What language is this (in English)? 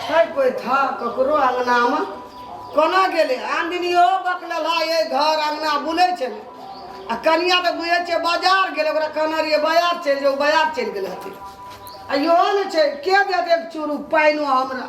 Maithili